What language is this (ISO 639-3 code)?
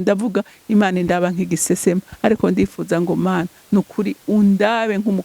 run